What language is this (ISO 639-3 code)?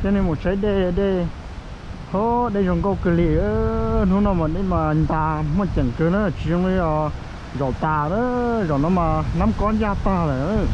hmn